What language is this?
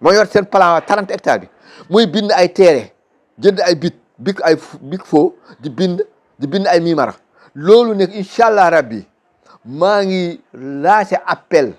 Wolof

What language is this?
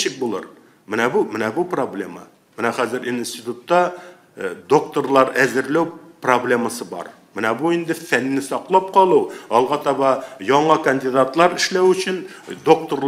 Tatar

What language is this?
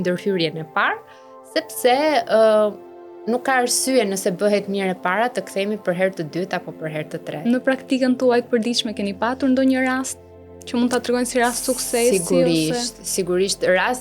Albanian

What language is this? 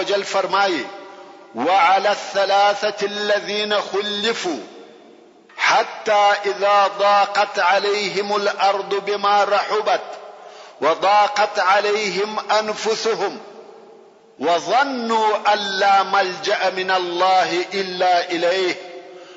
Pashto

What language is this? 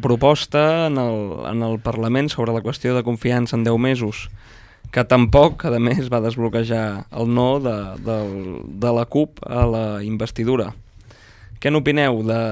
Catalan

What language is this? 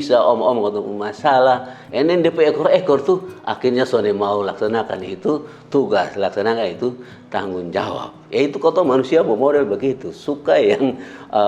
Kupang Malay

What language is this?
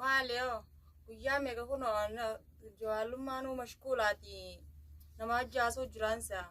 Oromo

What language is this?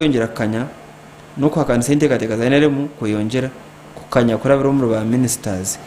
Nyankole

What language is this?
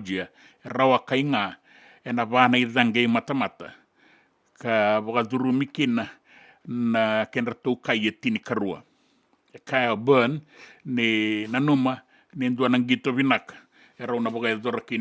Fijian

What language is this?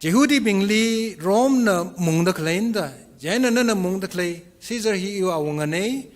Tangkhul Naga (India)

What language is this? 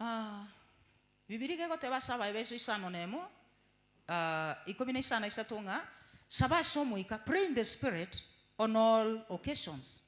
Gusii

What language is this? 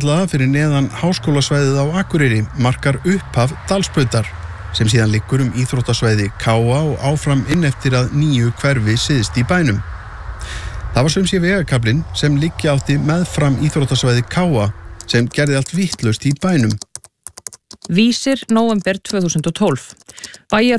Icelandic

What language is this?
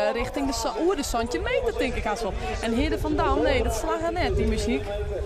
Western Frisian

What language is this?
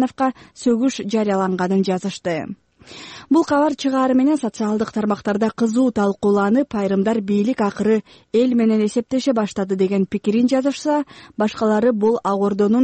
Kyrgyz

